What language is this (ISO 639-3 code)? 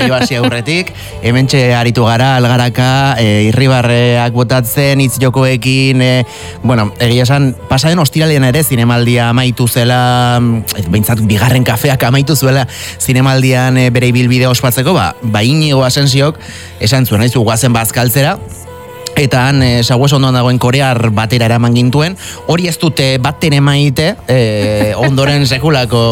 eus